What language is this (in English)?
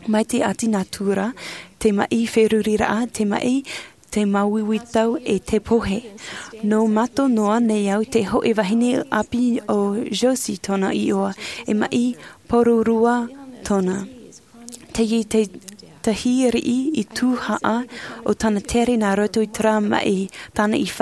Tahitian